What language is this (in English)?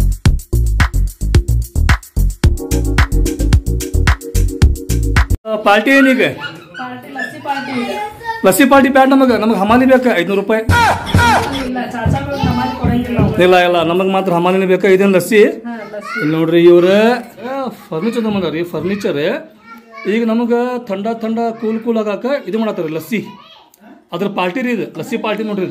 Kannada